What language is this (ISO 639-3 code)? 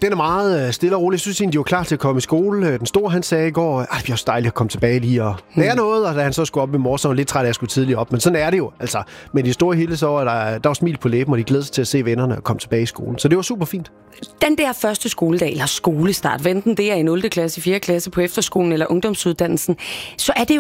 dan